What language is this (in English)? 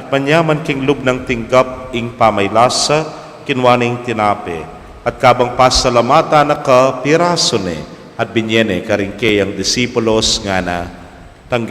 Pampanga